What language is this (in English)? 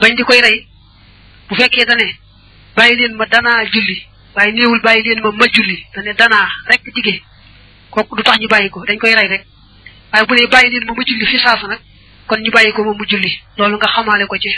Wolof